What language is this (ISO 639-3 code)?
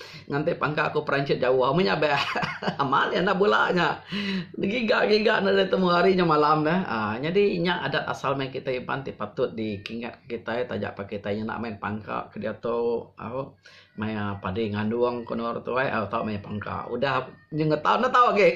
iba